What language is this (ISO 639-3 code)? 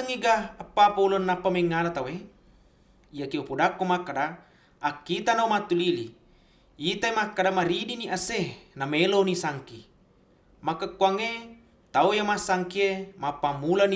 bug